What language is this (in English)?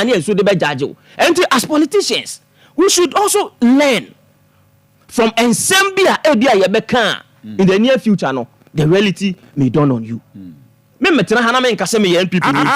Akan